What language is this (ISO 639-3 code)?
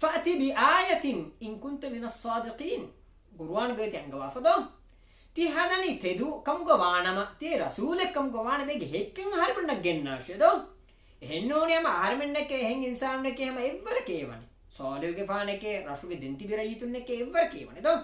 div